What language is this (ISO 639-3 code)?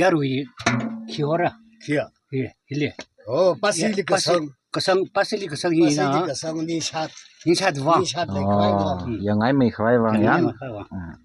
nmf